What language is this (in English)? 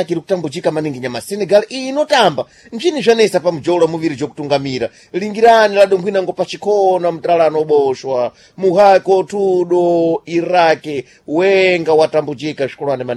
Sena